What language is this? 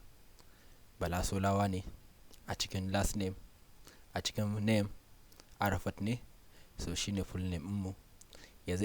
Hausa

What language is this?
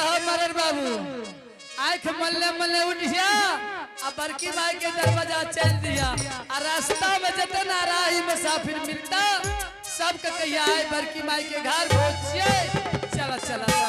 Angika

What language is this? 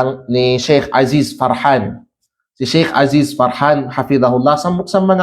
Kalagan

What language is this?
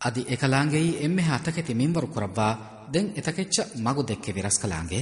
Divehi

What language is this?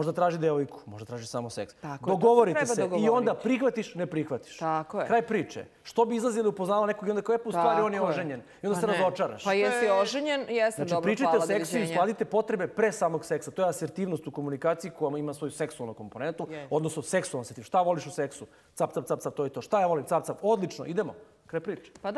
Serbian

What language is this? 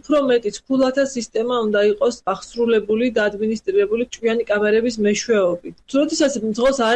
Georgian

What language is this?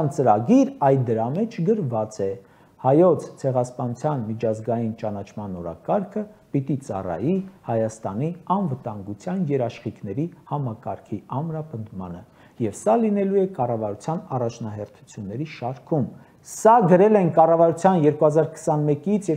Armenian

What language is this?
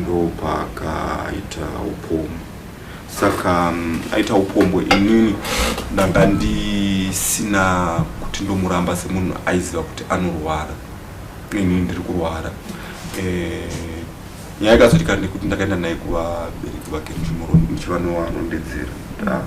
Shona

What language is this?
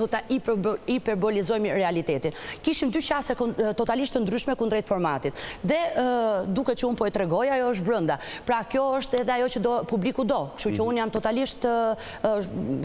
Albanian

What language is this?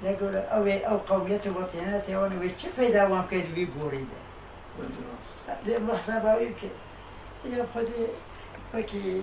Kurdish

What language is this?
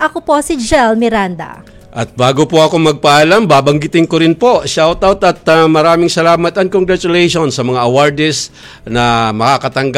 Filipino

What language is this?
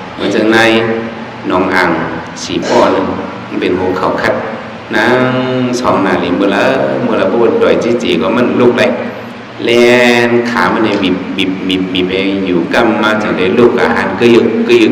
Shan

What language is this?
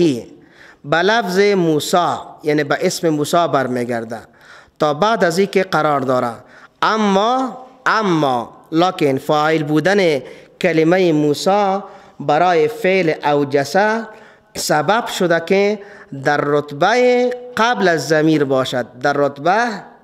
Persian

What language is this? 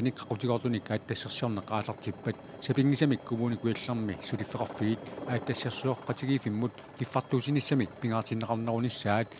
Kalaallisut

